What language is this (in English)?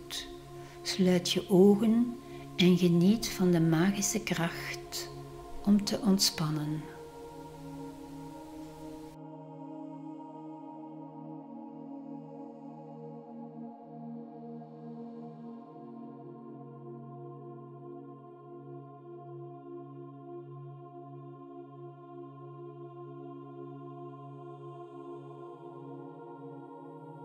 Dutch